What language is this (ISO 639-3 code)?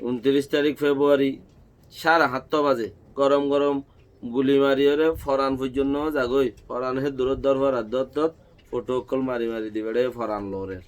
rhg